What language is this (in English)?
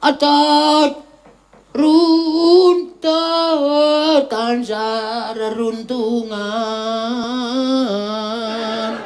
Javanese